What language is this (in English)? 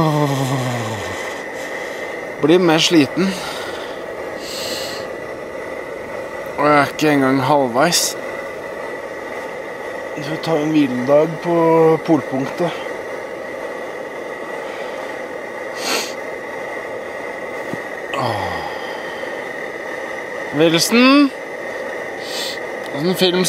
Norwegian